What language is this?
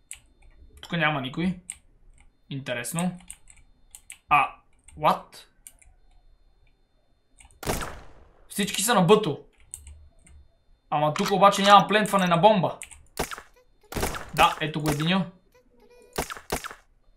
Bulgarian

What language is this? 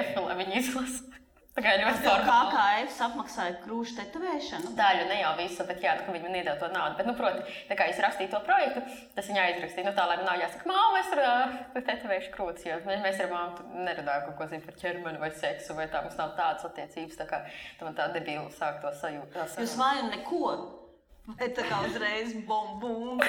Latvian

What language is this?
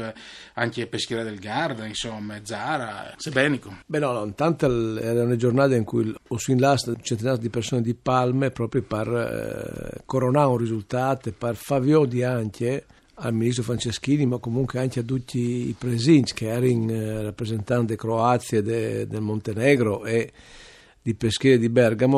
Friulian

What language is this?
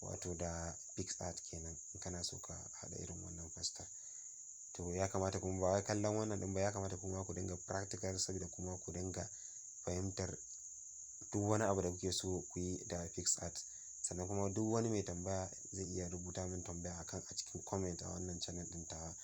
Hausa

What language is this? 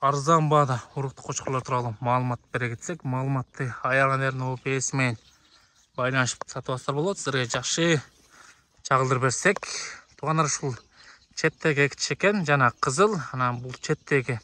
Kyrgyz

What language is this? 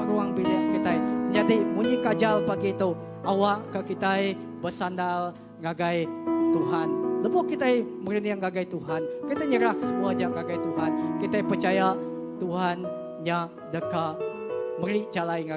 Iban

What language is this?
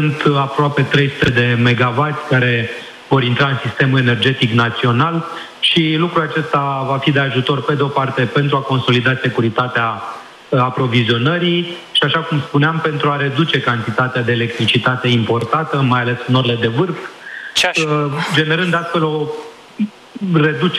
Romanian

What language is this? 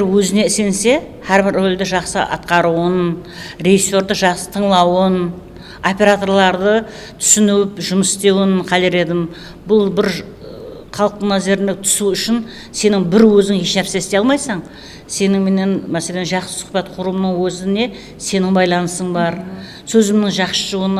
Kara-Kalpak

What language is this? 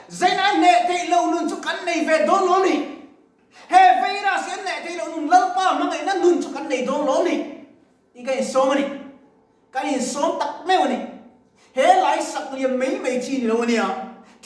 Mizo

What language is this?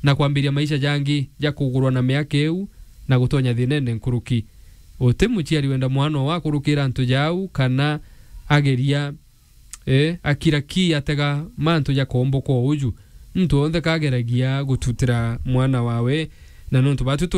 Meru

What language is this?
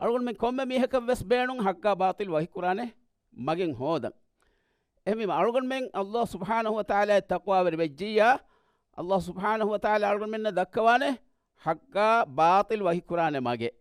Divehi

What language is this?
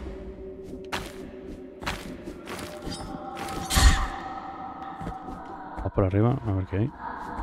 Spanish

